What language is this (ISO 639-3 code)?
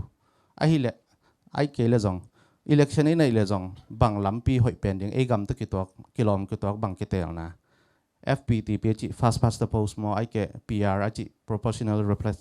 ctd